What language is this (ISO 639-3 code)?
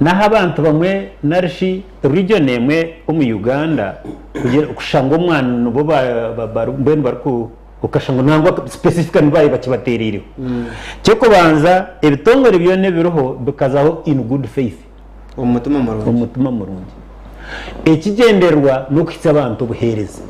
nyn